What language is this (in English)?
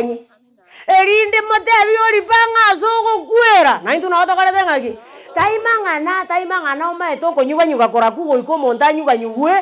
Gusii